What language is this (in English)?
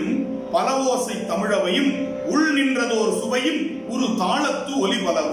Tamil